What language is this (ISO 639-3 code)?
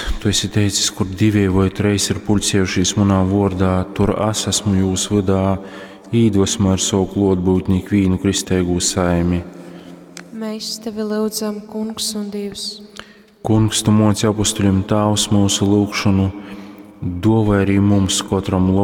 ltg